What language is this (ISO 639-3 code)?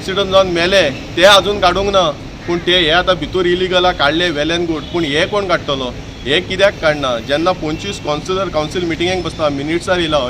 kok